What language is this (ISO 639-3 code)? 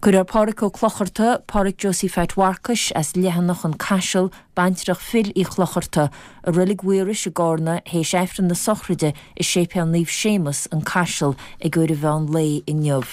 gle